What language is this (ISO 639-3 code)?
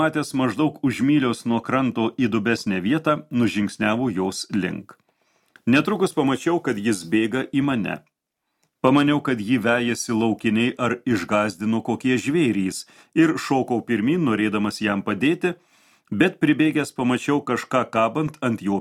lit